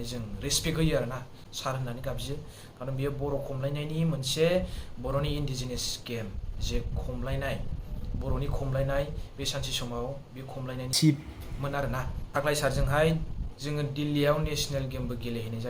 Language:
Bodo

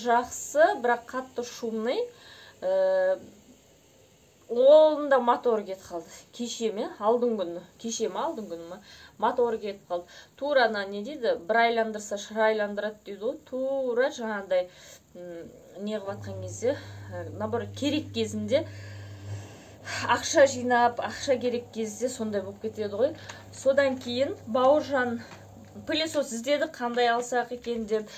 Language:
Kazakh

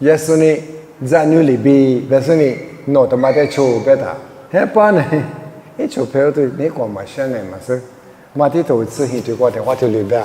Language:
Lisu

